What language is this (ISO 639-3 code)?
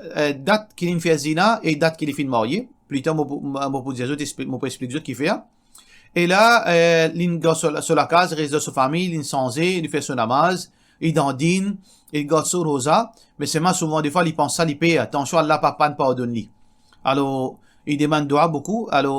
mfe